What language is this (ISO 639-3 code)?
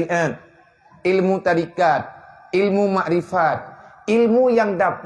ace